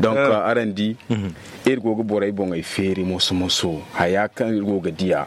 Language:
Zarma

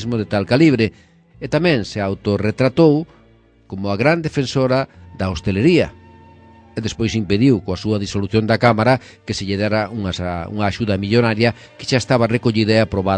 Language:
Galician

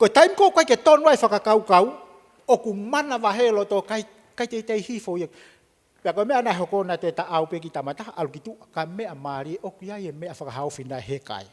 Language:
Tongan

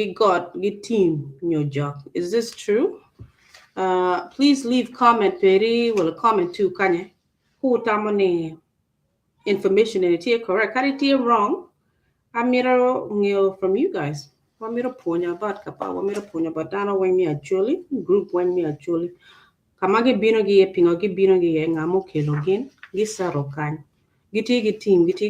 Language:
Acoli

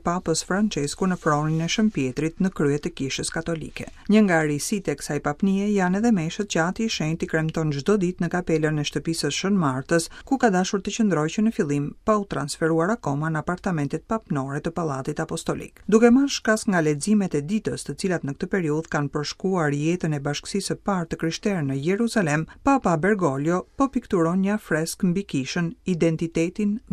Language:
Albanian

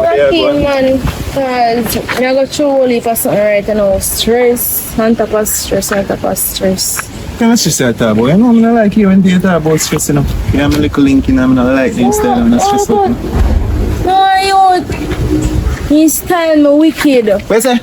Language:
Jamaican Creole English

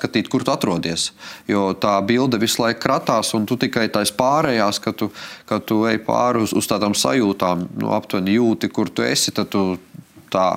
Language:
Latvian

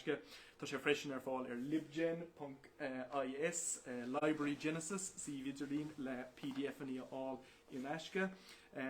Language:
Irish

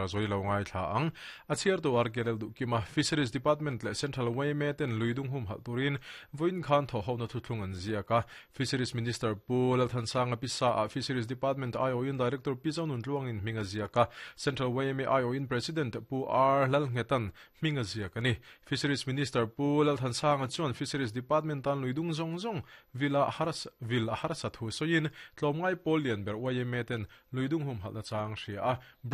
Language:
Mizo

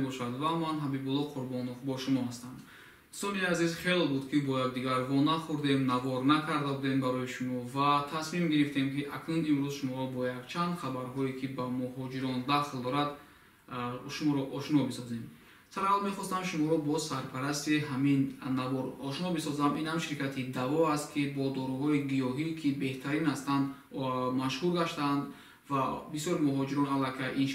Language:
Tajik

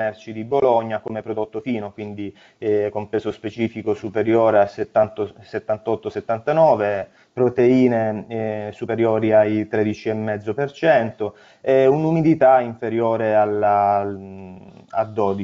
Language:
Italian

